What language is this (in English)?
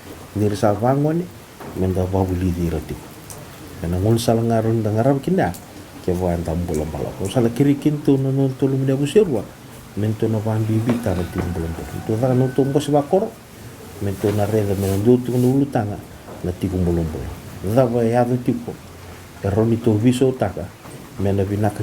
Fijian